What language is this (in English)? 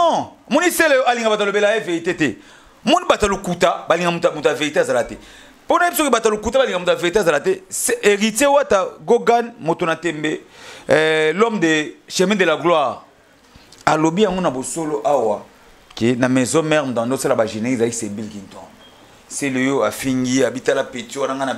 Lingala